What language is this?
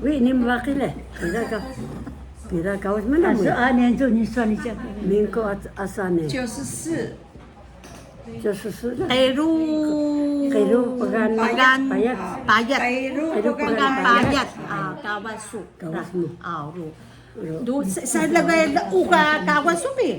Atayal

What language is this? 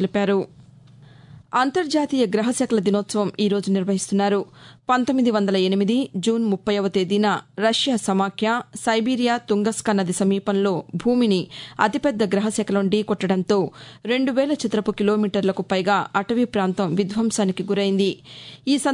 Telugu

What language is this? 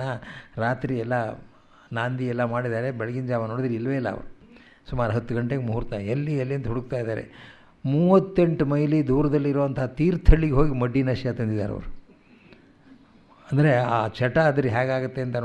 Kannada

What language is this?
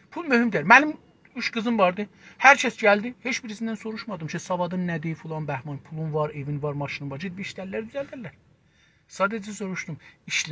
South Azerbaijani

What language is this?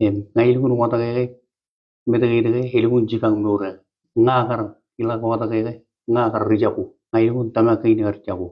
Marshallese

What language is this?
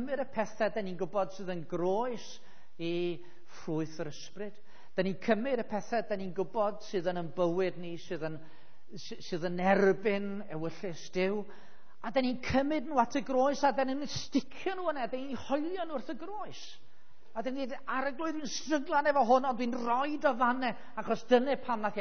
Welsh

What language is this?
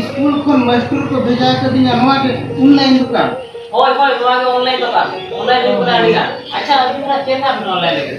Santali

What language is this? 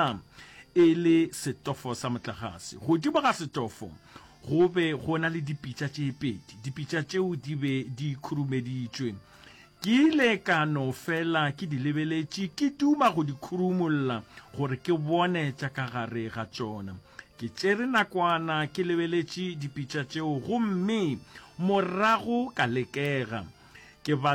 Northern Sotho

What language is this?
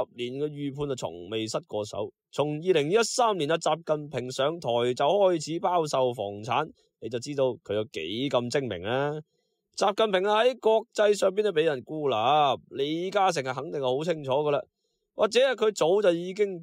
Cantonese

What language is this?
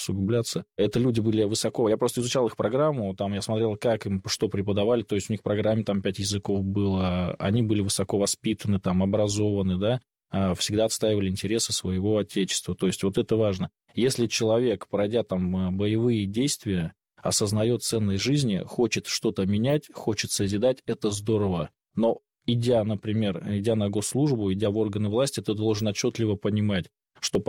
Russian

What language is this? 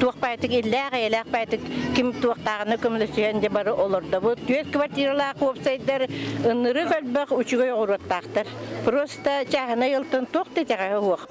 Yakut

